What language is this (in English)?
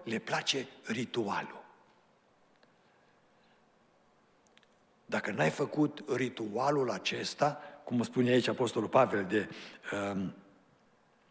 Romanian